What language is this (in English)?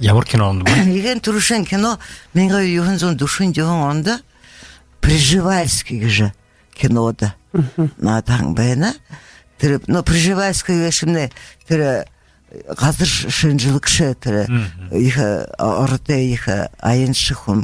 Buriat